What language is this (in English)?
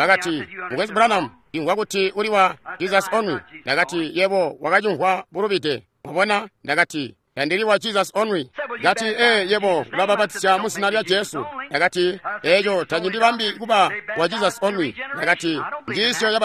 Tonga (Zambia)